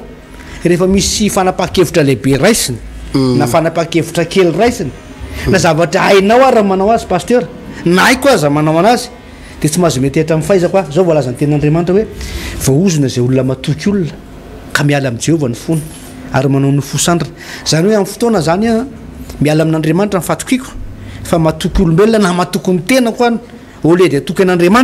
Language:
Malagasy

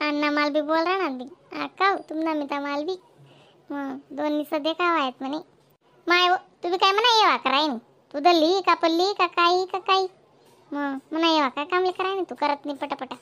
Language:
Khandesi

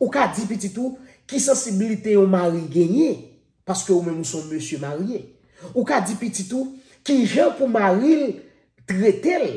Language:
Haitian Creole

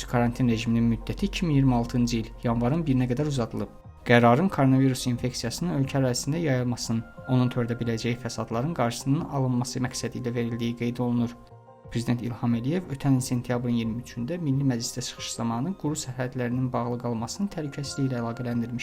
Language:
Azerbaijani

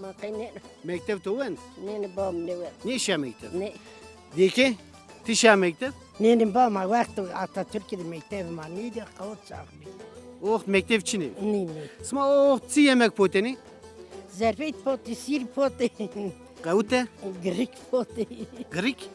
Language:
Zaza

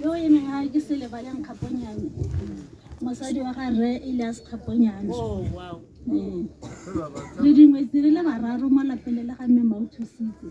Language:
Tswana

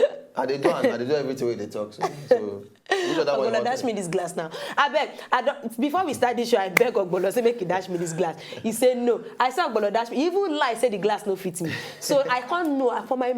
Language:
Nigerian Pidgin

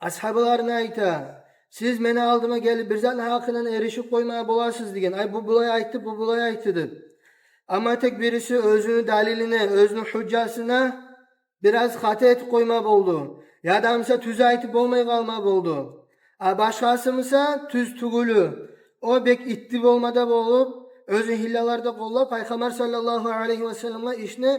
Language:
Kumyk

